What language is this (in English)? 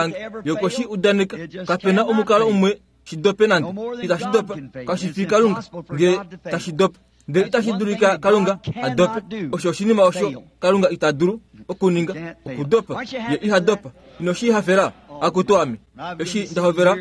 Kuanyama